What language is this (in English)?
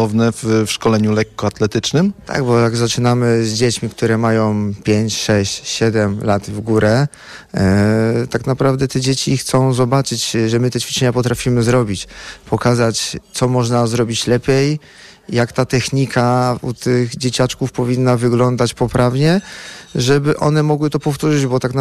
Polish